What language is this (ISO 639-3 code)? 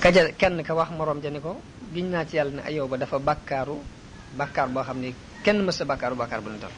wol